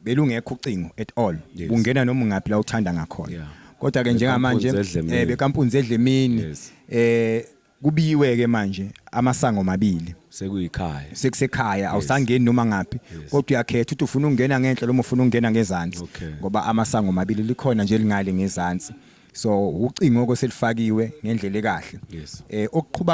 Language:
Zulu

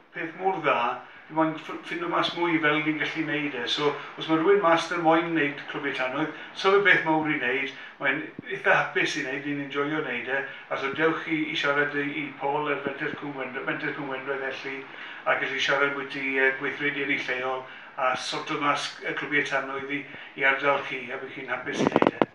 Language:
Welsh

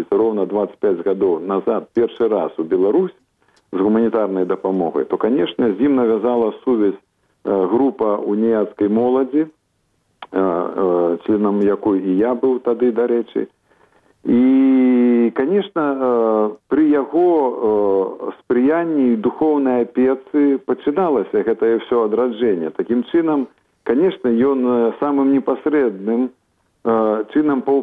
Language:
Belarusian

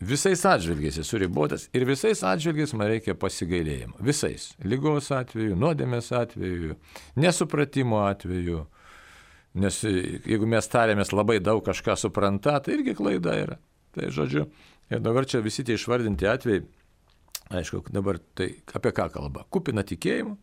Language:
Lithuanian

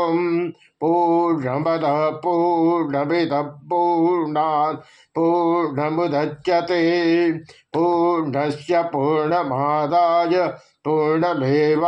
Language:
Sanskrit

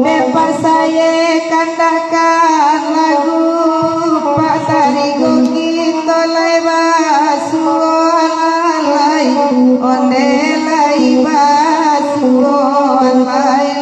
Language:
Minangkabau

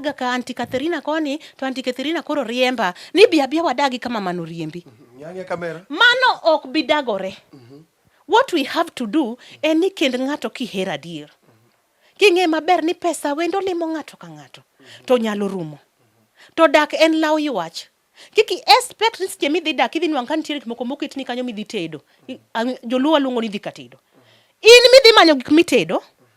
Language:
Luo (Kenya and Tanzania)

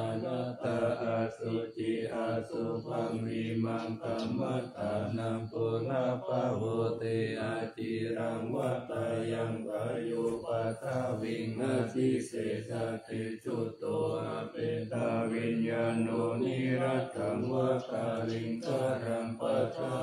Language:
Pali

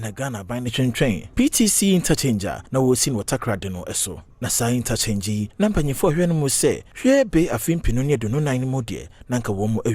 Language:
Akan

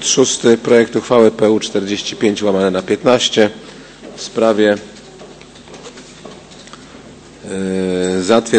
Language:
Polish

